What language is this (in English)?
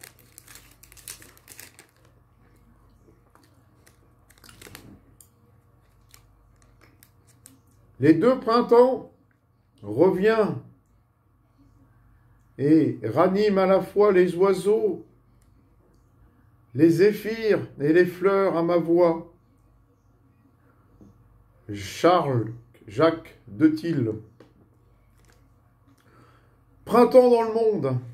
French